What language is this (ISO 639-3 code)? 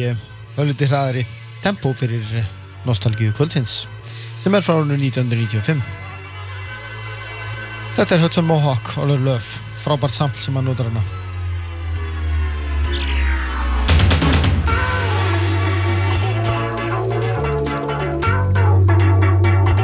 isl